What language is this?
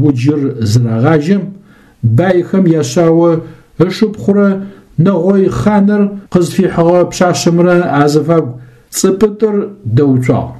Adyghe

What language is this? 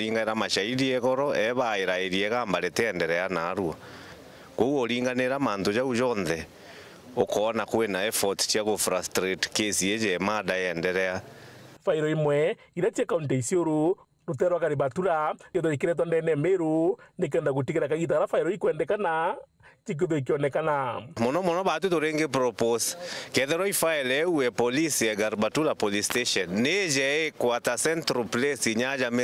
Meru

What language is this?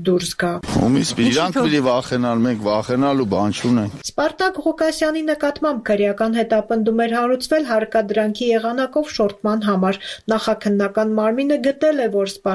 Armenian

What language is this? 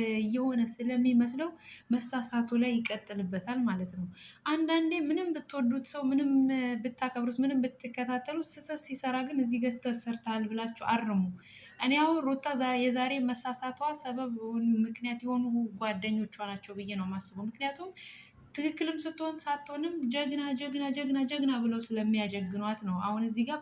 Amharic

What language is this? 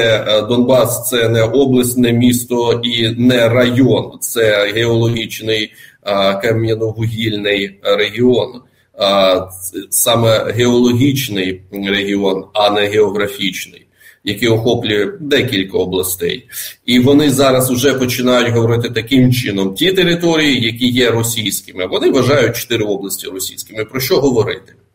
Ukrainian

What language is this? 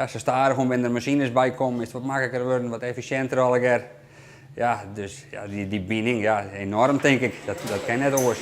Western Frisian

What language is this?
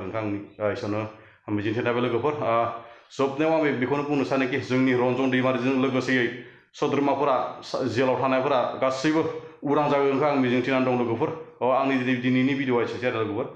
Bodo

